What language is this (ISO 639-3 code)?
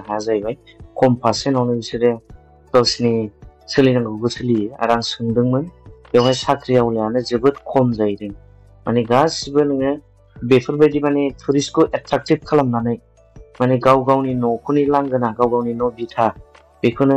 brx